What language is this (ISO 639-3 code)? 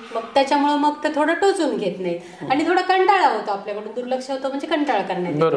mar